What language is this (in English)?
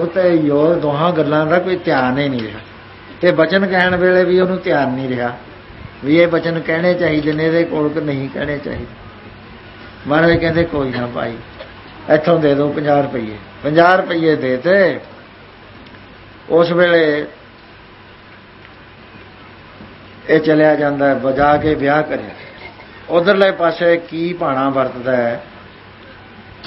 Punjabi